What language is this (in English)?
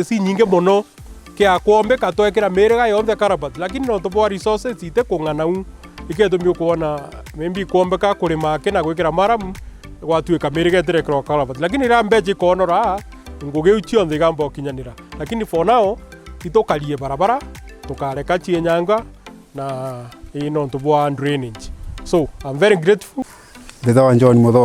Meru